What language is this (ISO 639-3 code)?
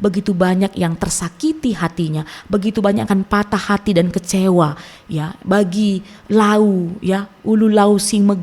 btx